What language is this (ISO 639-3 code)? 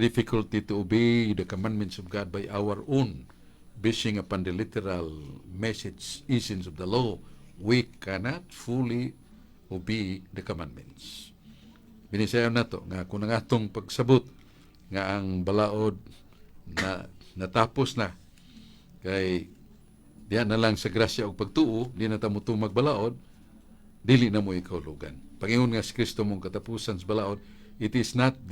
ceb